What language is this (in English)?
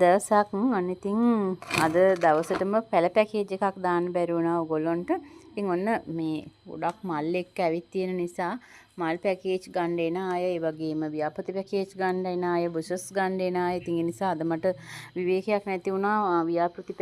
Sinhala